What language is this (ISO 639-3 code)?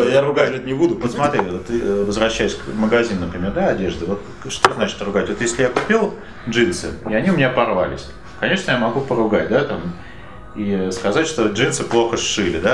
rus